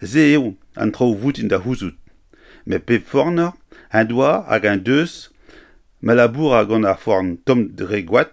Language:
Breton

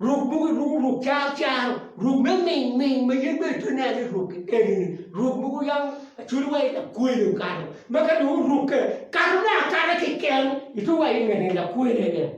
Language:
Acoli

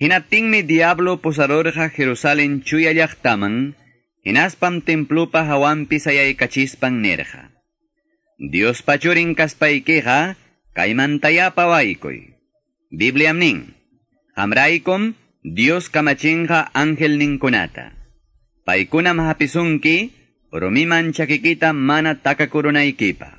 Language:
Quechua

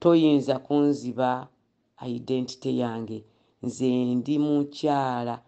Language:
Ganda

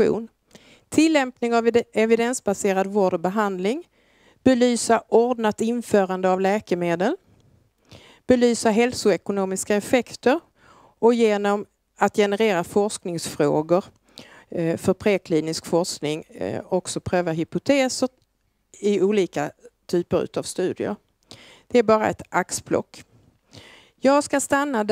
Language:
Swedish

